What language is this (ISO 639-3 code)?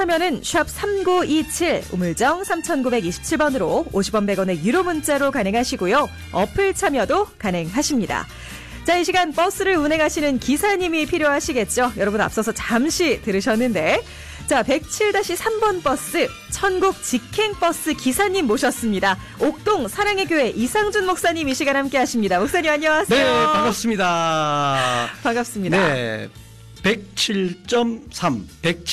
kor